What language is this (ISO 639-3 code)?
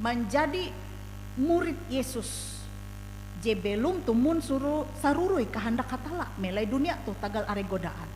nij